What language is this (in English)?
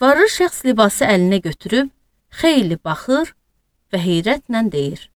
Azerbaijani